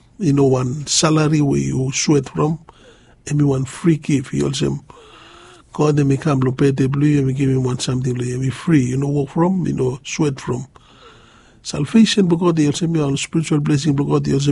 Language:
Bislama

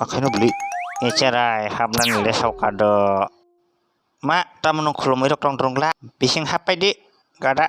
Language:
Kok Borok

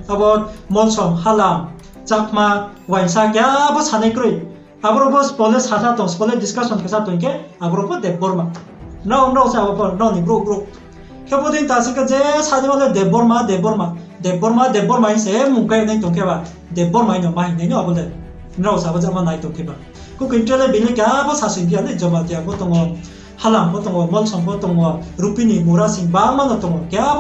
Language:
Riang (India)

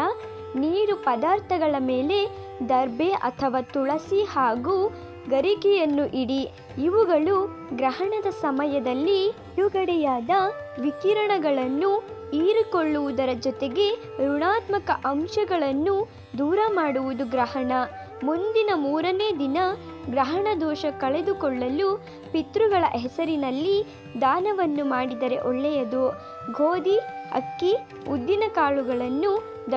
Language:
Kannada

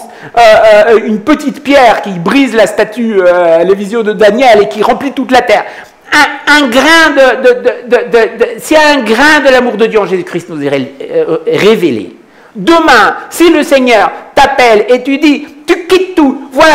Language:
French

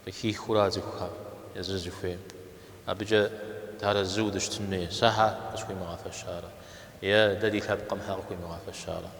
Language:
Kabardian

